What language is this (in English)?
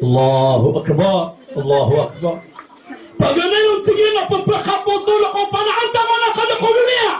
Maranao